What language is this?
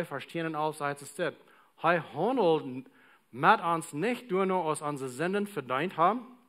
Plautdietsch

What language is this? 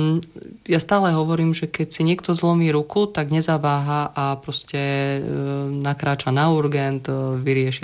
Slovak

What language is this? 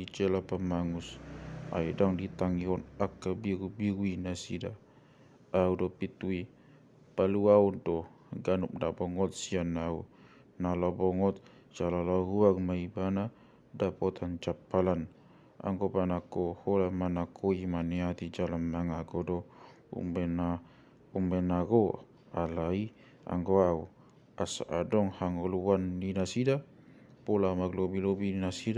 Batak Toba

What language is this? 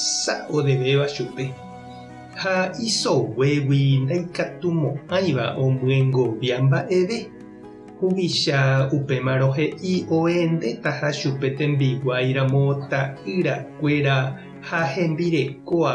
Guarani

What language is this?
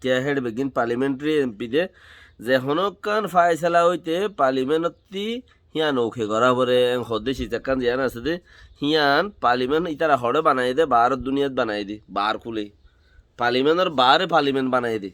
Rohingya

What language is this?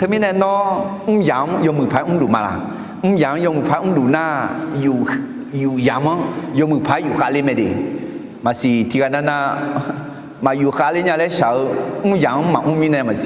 Akha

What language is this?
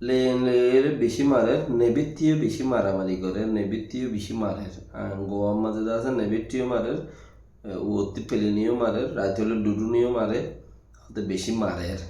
Rohingya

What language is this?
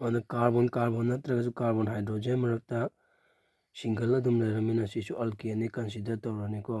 Manipuri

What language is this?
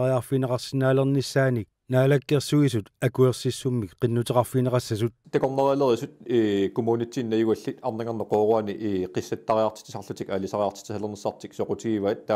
Kalaallisut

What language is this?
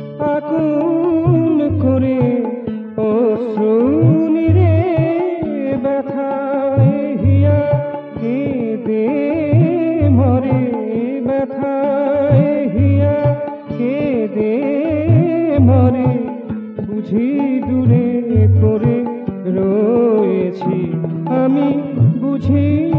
Bangla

